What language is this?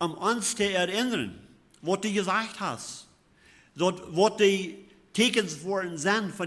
Plautdietsch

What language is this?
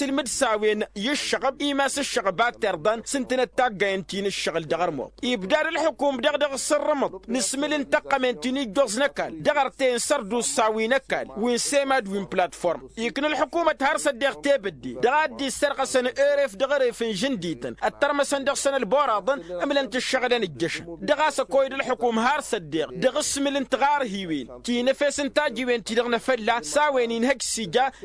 Tamasheq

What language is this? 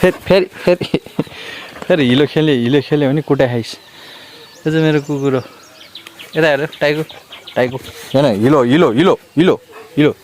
Nepali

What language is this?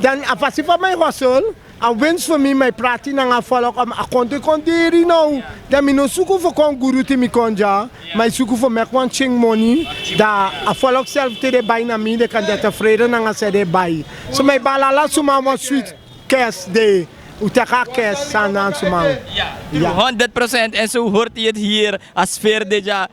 Sranan Tongo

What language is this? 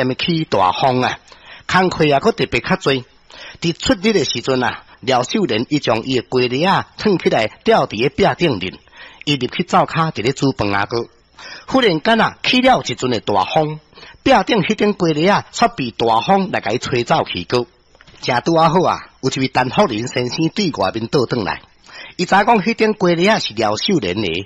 Min Nan Chinese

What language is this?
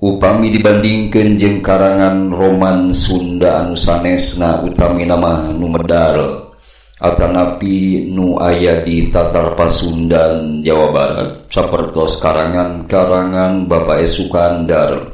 Sundanese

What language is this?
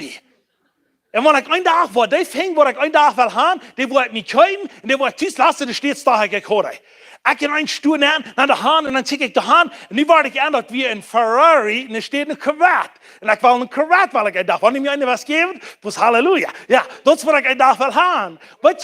Plautdietsch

